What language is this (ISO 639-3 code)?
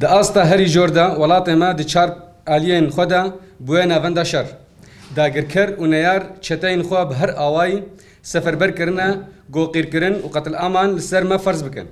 kur